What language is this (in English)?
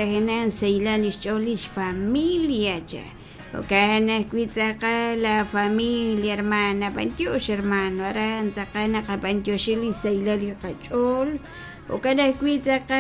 Kekchí